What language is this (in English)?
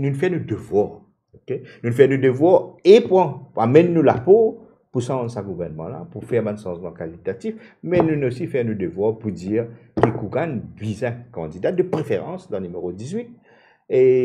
Morisyen